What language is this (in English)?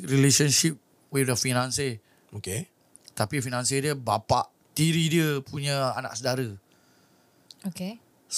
Malay